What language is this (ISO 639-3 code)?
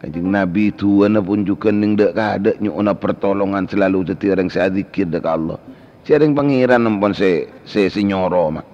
mad